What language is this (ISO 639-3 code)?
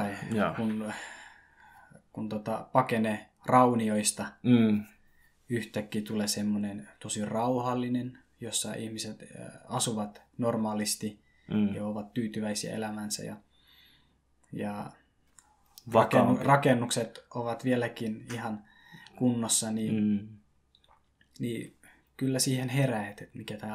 fin